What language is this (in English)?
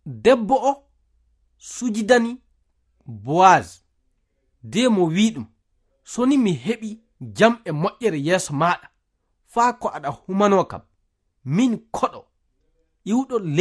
Fula